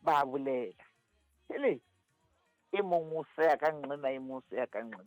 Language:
Southern Sotho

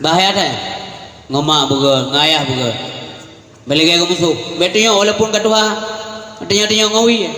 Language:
Achinese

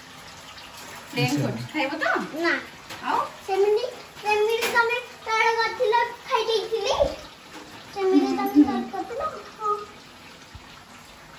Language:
Odia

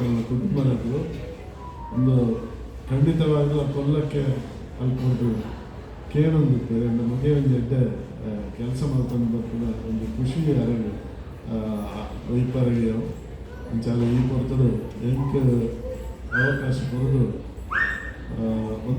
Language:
Tulu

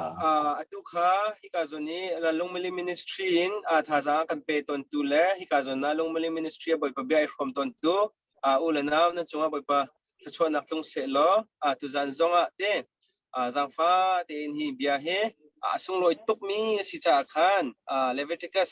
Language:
Hakha Chin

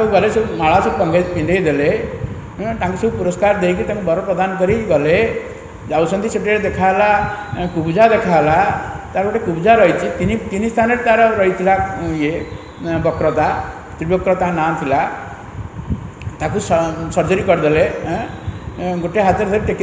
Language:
Odia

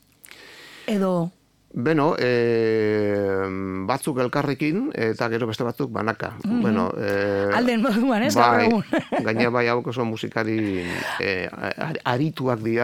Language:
Basque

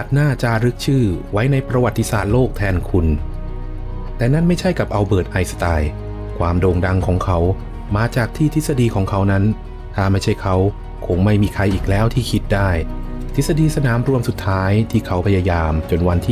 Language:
Thai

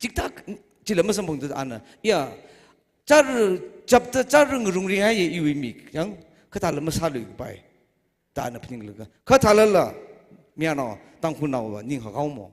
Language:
Tangkhul Naga (India)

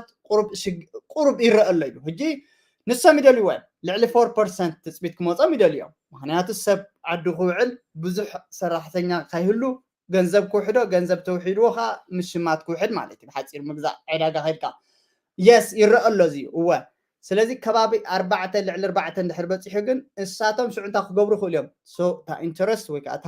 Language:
Tigrinya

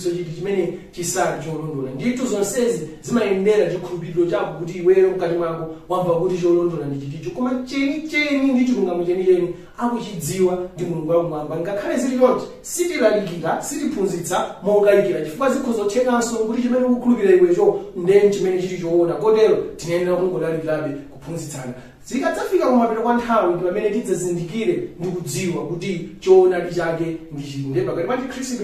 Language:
Nyanja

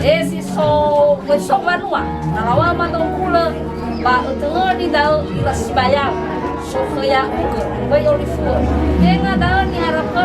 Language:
Nias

